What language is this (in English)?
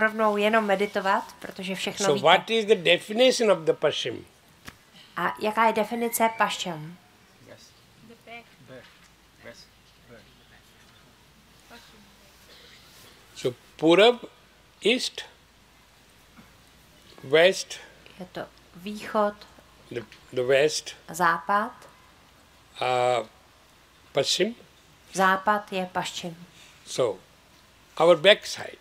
Czech